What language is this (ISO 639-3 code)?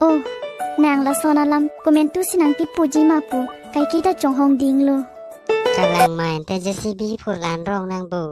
mjw